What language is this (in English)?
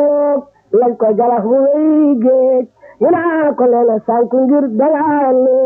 Wolof